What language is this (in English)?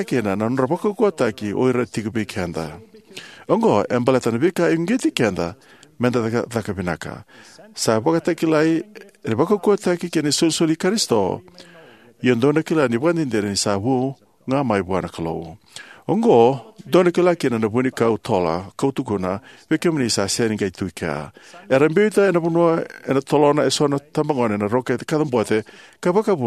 Fijian